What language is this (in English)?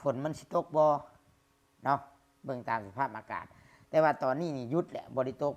Lao